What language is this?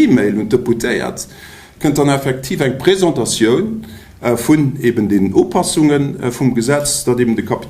Luxembourgish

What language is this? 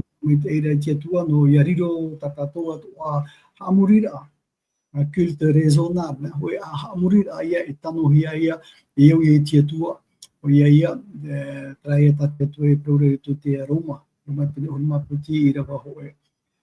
Tahitian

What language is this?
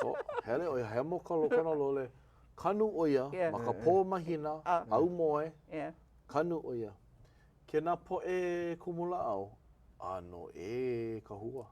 Hawaiian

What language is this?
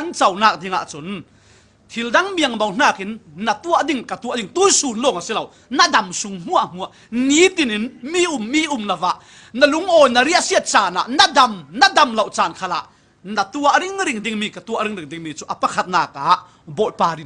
Falam Chin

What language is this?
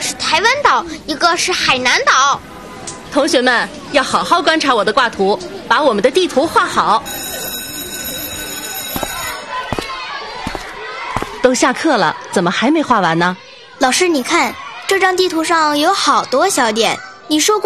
Chinese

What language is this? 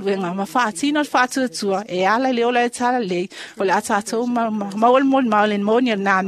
Samoan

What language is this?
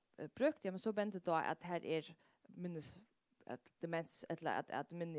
Faroese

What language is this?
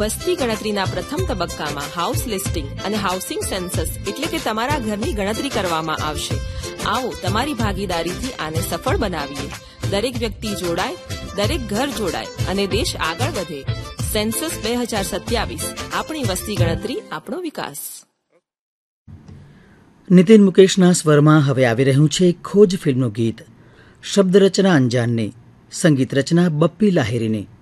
Gujarati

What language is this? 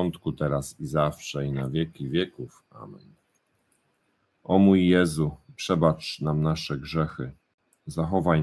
Polish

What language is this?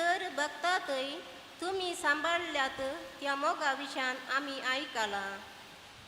Konkani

